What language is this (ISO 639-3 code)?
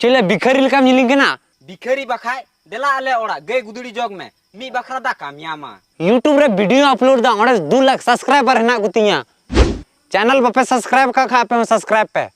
sat